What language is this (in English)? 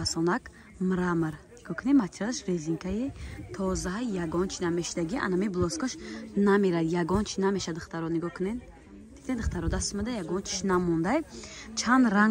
Tajik